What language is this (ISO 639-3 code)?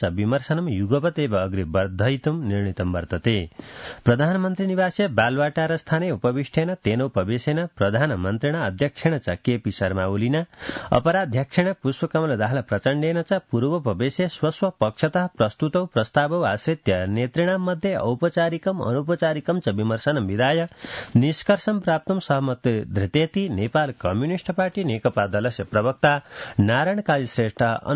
san